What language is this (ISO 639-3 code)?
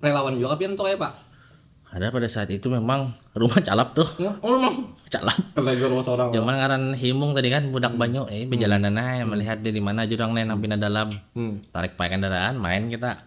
bjn